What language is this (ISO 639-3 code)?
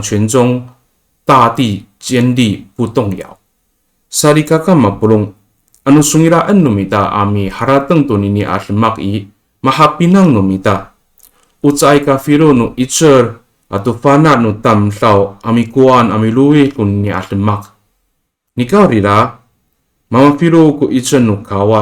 ami